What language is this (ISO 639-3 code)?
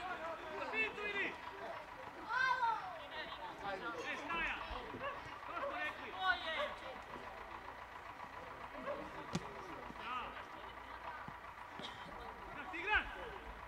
hrv